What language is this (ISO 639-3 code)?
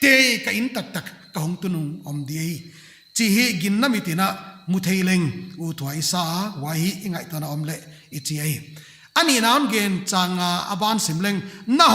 pck